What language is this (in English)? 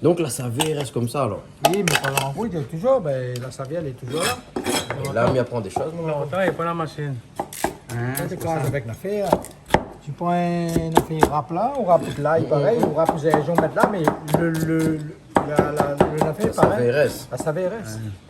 Réunion Creole French